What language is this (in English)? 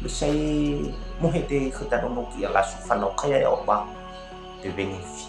Nias